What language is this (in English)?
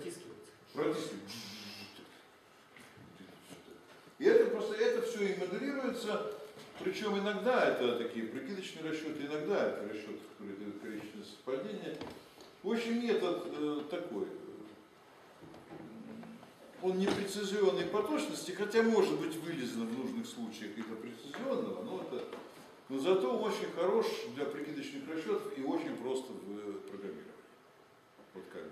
Russian